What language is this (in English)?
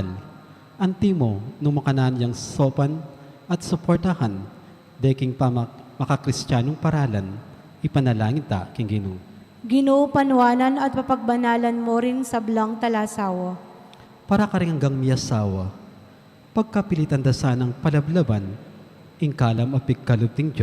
Pampanga